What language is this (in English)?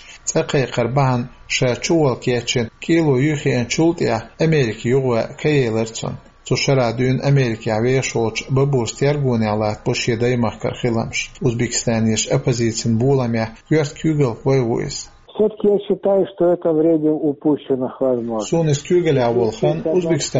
Chechen